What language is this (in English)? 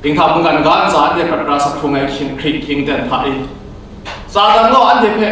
Kachin